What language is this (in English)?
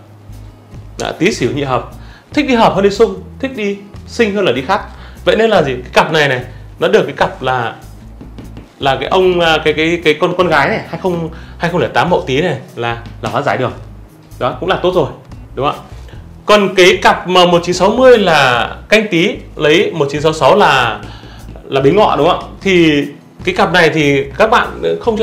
Vietnamese